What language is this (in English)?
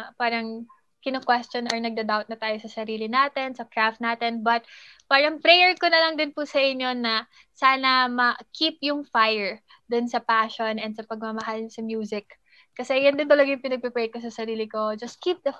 Filipino